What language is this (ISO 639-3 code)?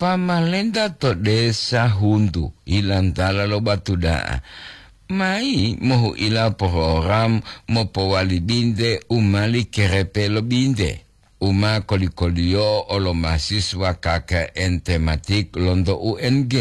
gor